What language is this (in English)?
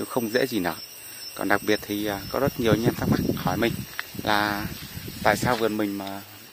Vietnamese